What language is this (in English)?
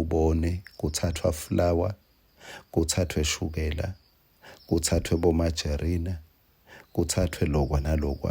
Swati